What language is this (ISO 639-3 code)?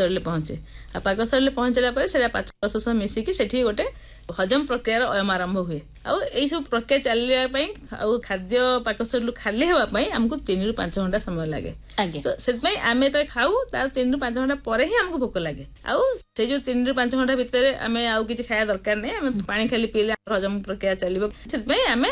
ori